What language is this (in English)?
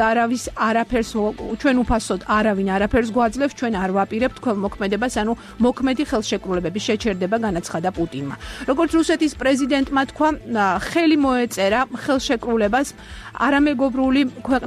Georgian